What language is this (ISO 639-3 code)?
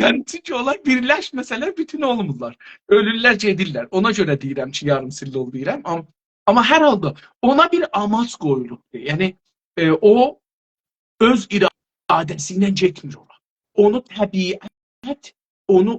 azb